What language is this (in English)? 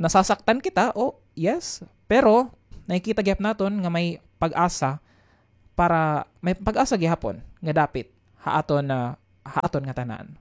Waray